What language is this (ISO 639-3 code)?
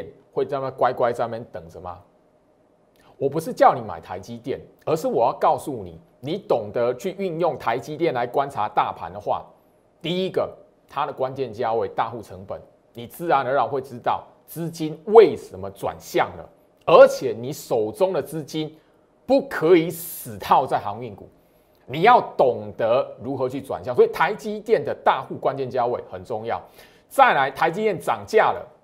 zho